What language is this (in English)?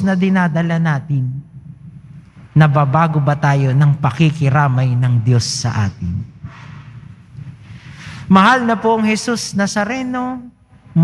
Filipino